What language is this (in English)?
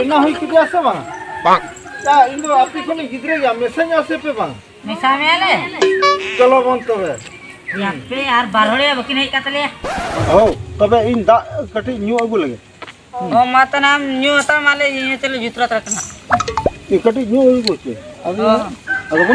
Santali